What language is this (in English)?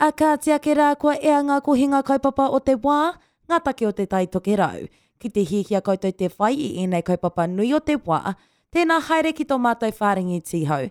Māori